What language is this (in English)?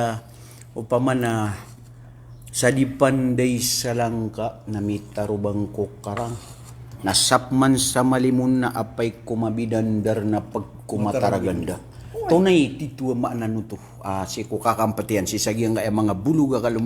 Maranao